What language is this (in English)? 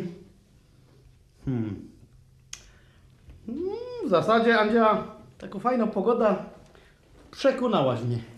Polish